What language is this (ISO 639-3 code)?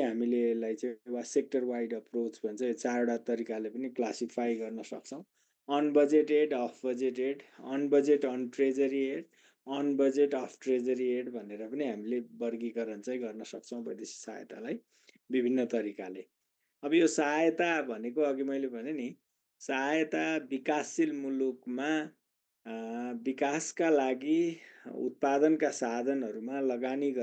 nep